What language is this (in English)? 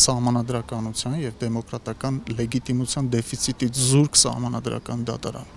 Armenian